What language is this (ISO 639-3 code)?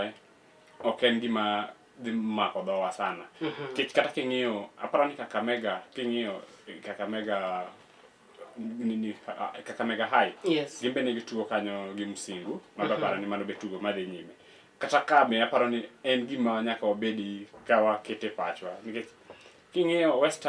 luo